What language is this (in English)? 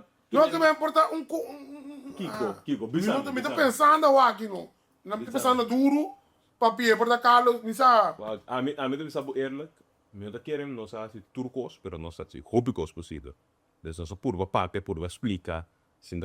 Papiamento